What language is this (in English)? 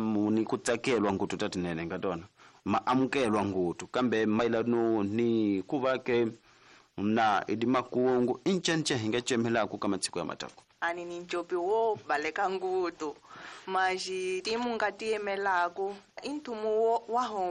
Tsonga